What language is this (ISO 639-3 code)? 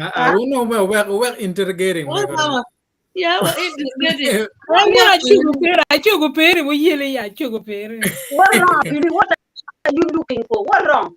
ach